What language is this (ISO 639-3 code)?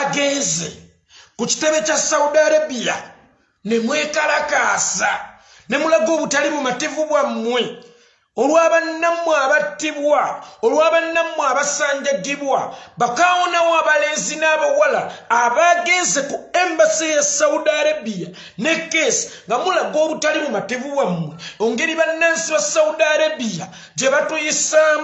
lug